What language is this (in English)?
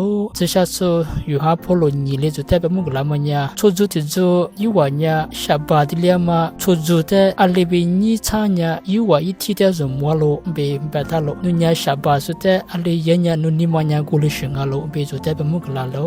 Lisu